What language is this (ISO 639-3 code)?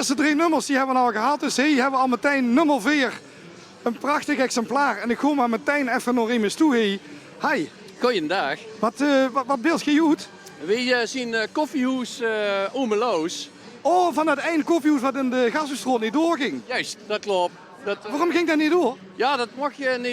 lim